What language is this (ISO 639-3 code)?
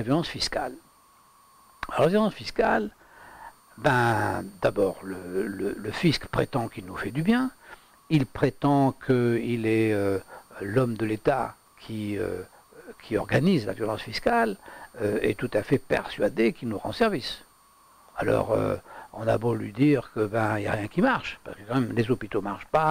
fra